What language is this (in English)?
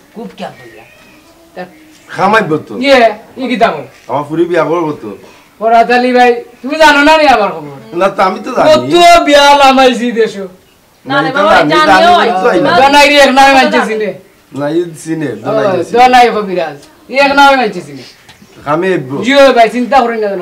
Sylheti